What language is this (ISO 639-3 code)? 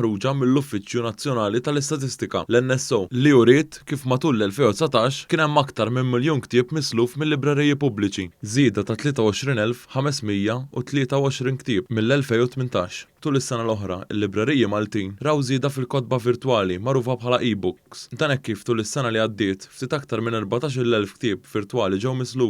mlt